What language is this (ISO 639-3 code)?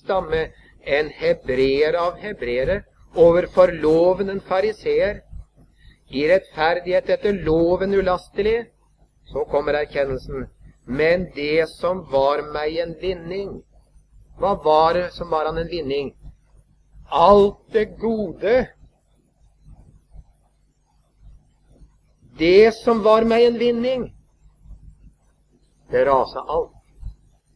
nor